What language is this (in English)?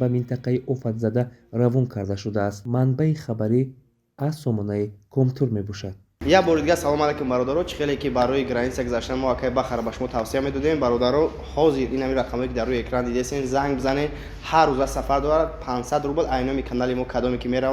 Tajik